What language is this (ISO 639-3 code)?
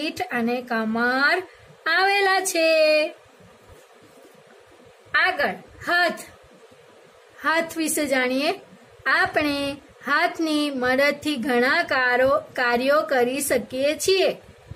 guj